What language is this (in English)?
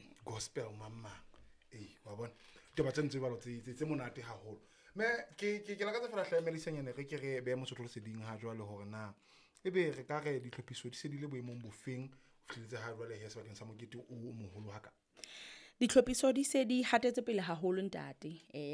Southern Sotho